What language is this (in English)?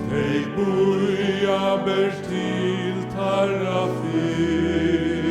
Faroese